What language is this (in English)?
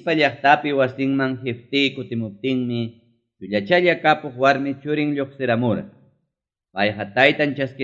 Ayacucho Quechua